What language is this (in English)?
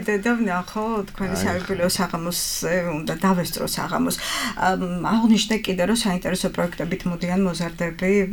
Georgian